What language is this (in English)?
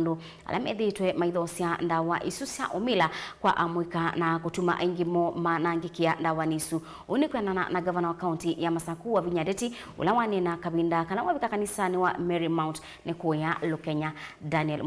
Kamba